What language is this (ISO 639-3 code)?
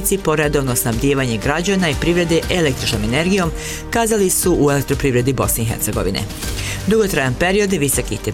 bos